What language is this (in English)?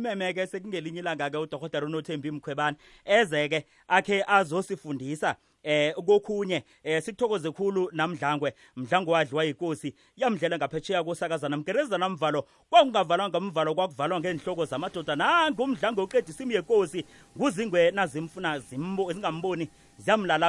South Ndebele